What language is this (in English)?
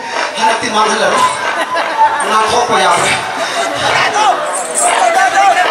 Malay